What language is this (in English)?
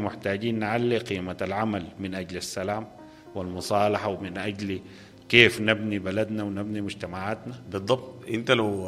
Sudanese Arabic